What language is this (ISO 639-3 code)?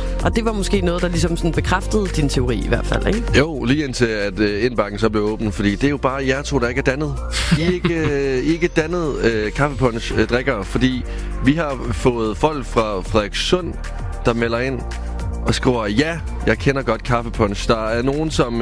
dan